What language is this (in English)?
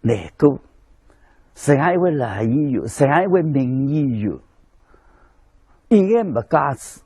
Wu Chinese